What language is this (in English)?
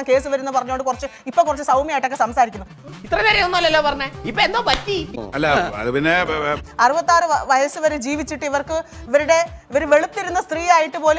Malayalam